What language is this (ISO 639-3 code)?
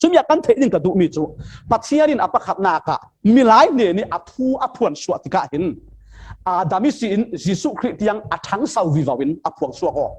cfm